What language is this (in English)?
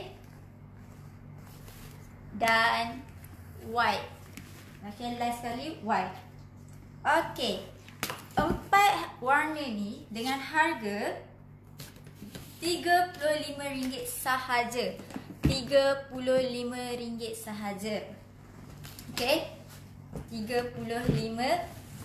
Malay